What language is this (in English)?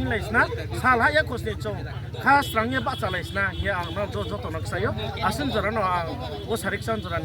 Riang (India)